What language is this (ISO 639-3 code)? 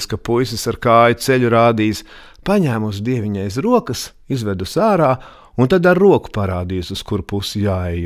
lav